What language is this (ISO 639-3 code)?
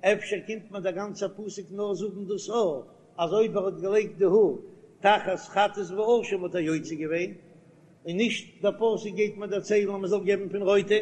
yid